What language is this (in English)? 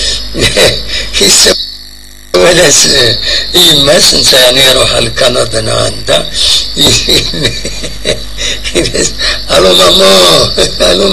Kabyle